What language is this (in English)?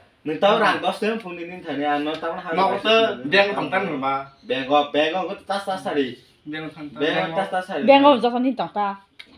Kok Borok